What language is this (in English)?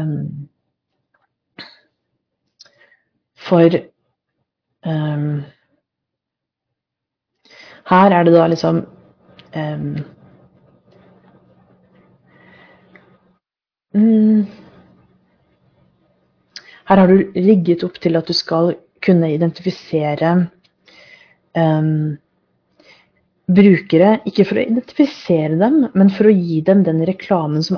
Norwegian